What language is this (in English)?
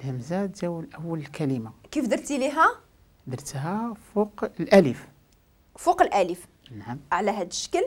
Moroccan Arabic